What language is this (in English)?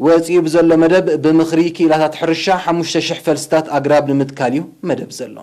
Tigrinya